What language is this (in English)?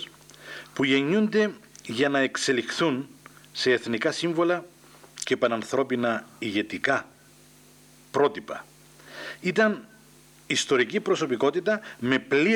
Greek